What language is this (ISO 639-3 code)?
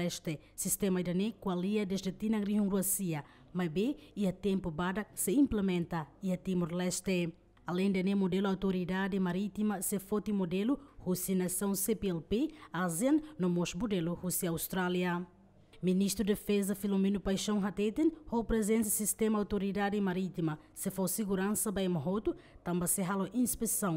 tet